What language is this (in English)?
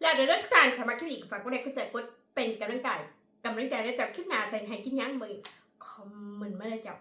Northeastern Thai